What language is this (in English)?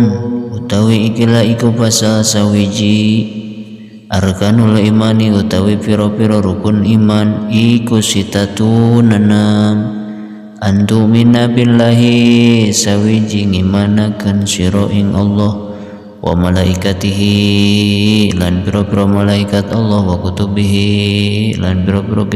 Sundanese